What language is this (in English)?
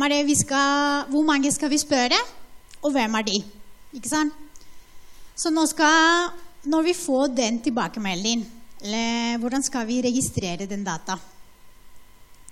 Norwegian